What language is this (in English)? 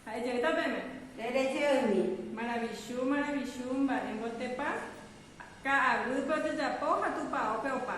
Guarani